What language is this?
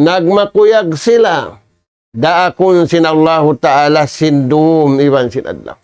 Tausug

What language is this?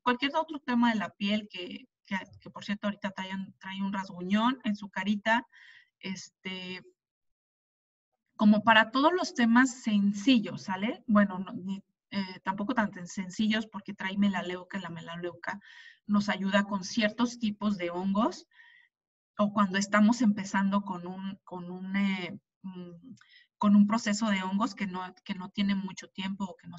Spanish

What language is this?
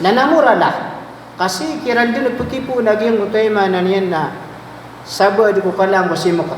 Maranao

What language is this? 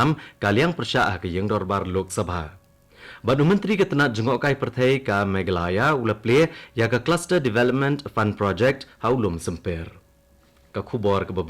Khasi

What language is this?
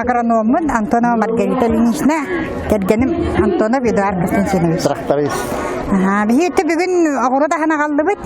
Yakut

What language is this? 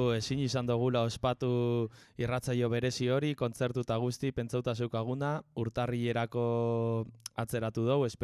Basque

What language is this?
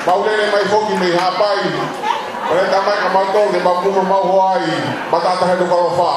Tongan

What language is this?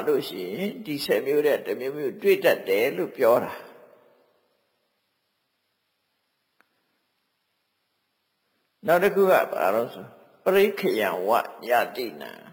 Burmese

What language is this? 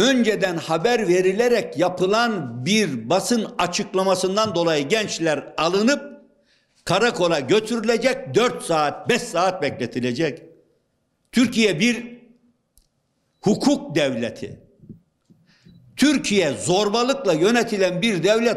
Turkish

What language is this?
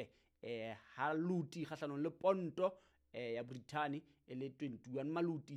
Southern Sotho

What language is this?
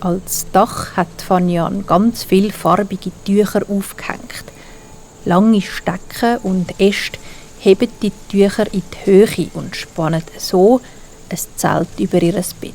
Swiss German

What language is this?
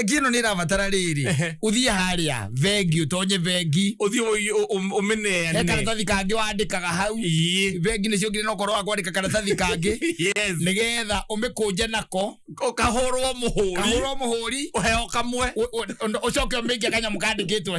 Kikuyu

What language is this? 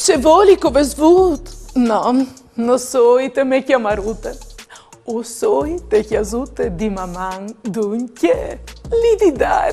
Friulian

